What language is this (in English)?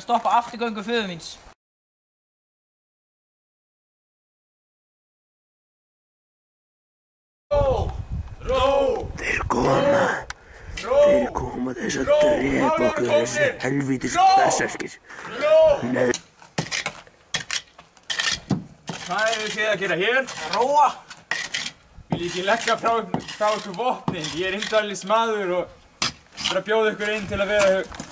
Icelandic